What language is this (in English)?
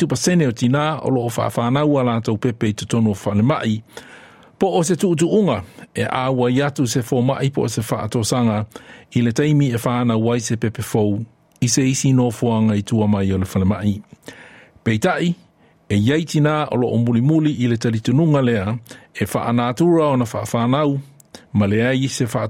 Samoan